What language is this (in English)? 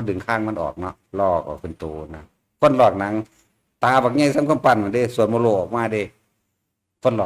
Northeastern Thai